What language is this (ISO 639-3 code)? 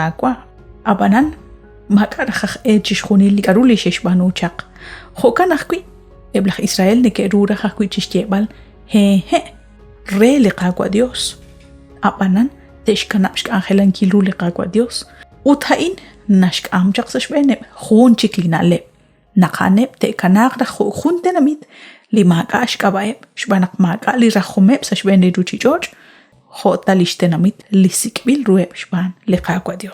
kek